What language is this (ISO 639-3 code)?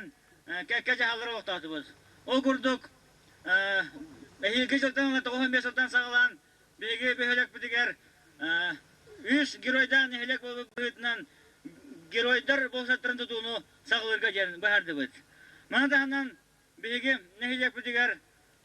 sah